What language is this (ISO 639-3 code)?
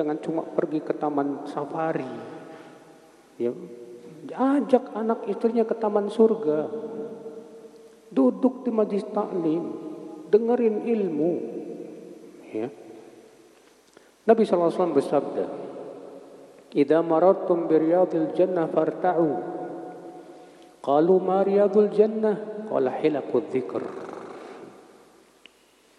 ind